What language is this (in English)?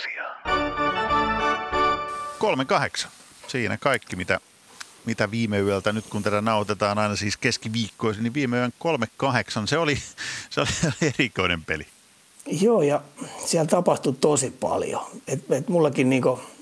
Finnish